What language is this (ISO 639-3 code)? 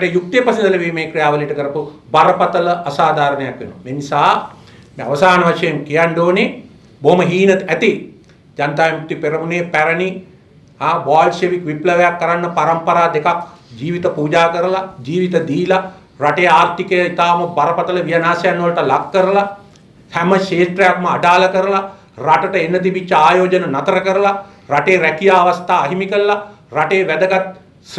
sin